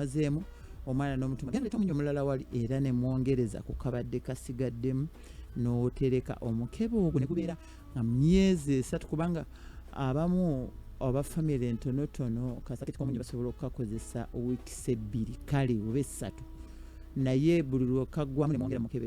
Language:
Ganda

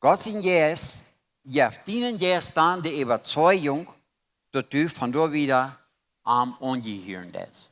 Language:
Plautdietsch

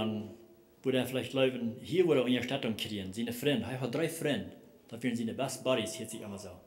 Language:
Plautdietsch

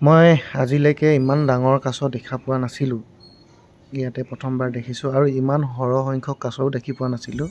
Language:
Assamese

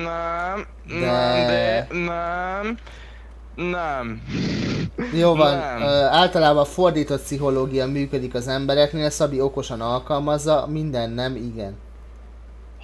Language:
Hungarian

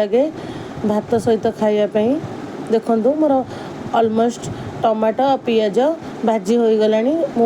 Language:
Odia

